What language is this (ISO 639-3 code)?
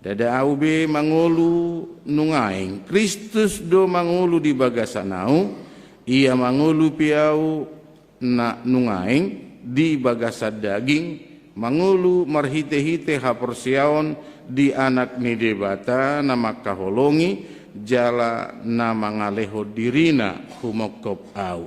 bbc